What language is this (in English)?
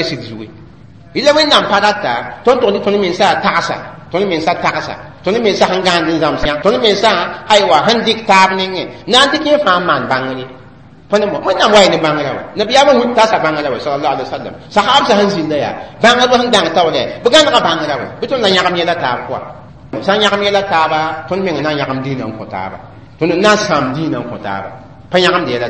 Mossi